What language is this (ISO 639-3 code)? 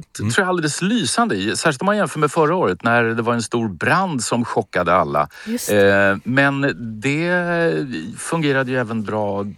swe